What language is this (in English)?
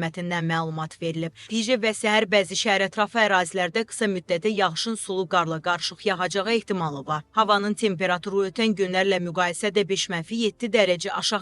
Azerbaijani